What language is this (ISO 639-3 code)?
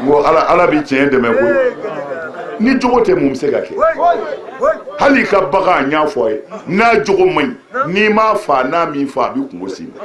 bam